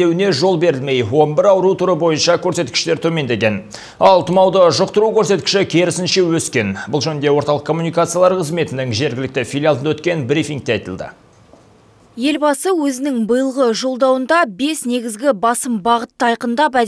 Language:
Kazakh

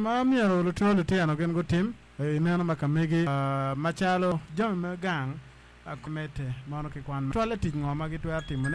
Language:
Acoli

